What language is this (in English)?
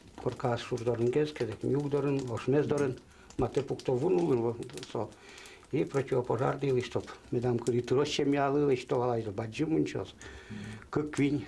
Udmurt